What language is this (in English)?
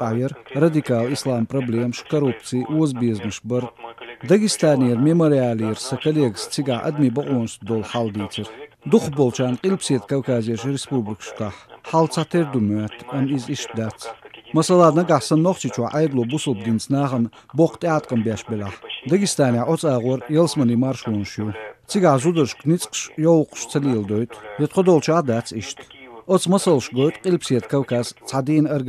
Chechen